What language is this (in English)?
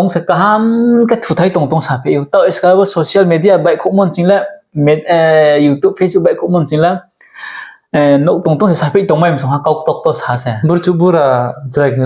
Riang (India)